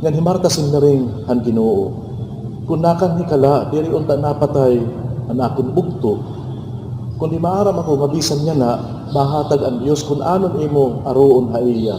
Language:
Waray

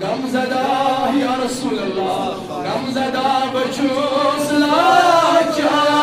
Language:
Kashmiri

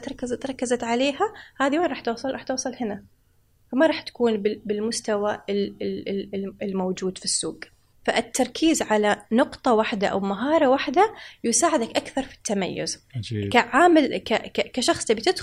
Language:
Gulf Arabic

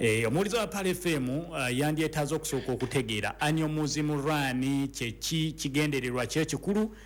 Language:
Ganda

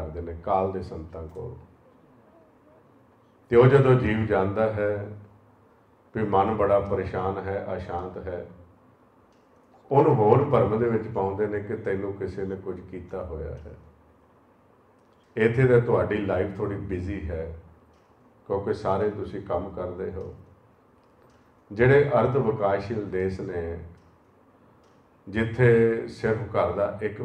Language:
Punjabi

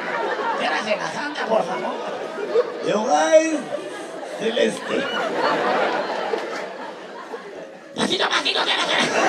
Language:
Hebrew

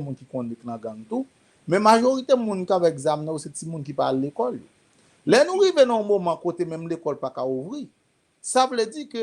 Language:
Haitian Creole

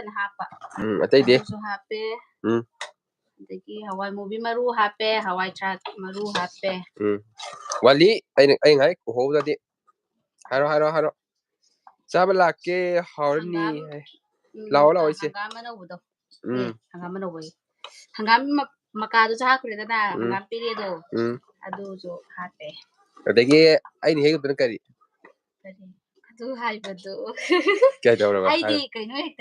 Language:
Manipuri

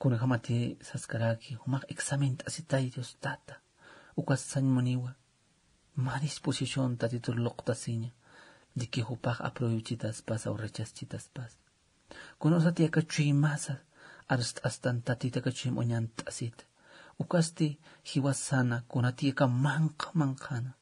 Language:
Aymara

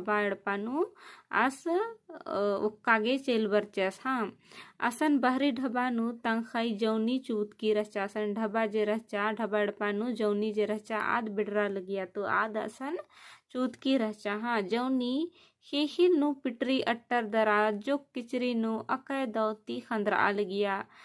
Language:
Kurukh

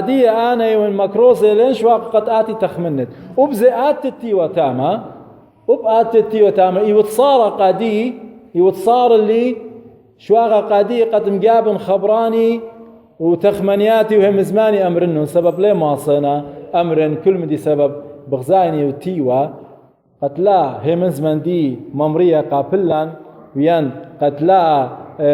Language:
Assyrian Neo-Aramaic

